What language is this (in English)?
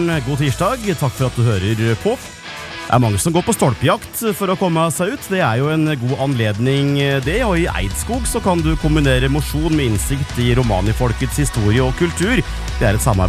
Norwegian